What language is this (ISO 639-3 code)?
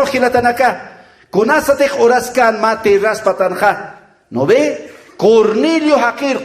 aym